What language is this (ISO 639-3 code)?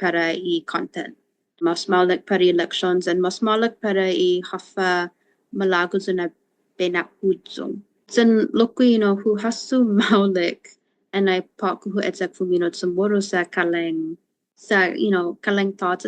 cha